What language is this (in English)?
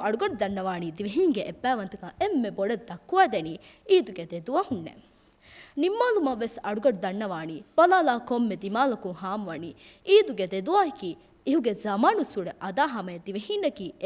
Divehi